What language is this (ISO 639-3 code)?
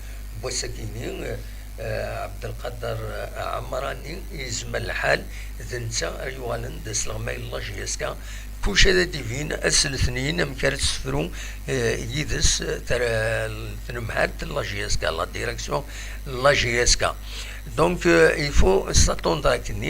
kab